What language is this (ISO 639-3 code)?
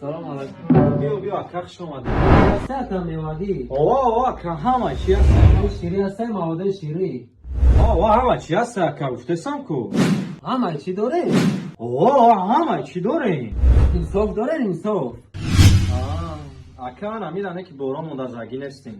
tgk